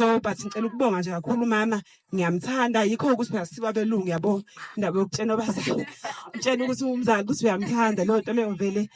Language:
Zulu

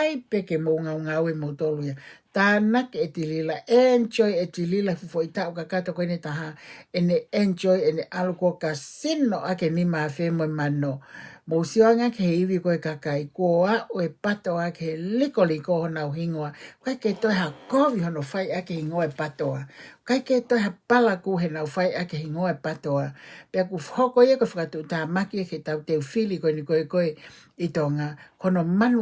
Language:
Tongan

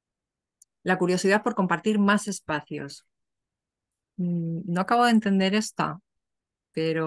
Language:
Spanish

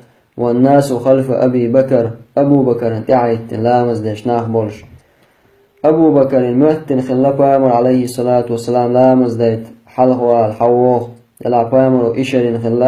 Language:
Chechen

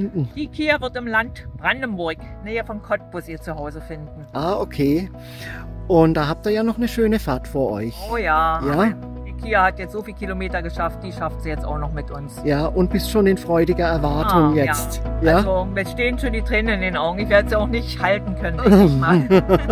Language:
German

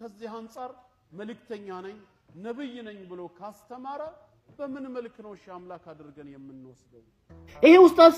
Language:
Amharic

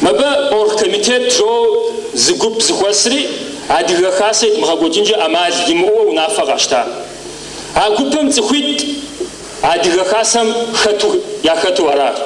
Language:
Kabardian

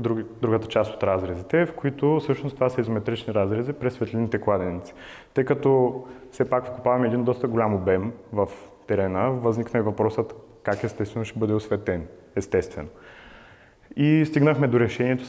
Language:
Bulgarian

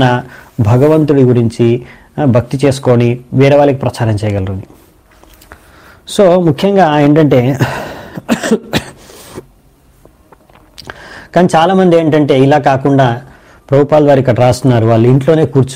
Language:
Telugu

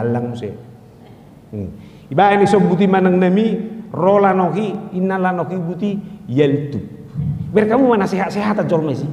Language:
Batak Toba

